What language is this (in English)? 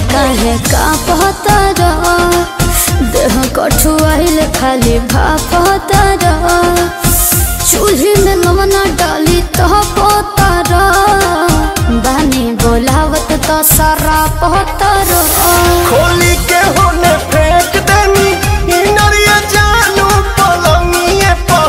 Bhojpuri